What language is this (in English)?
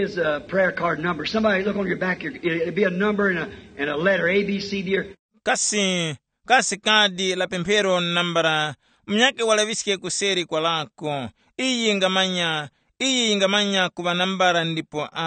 Tumbuka